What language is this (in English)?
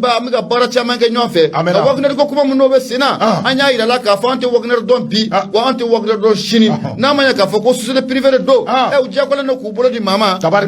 Bambara